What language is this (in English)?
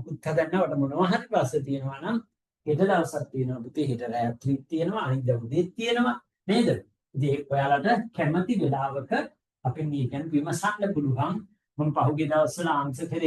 Sinhala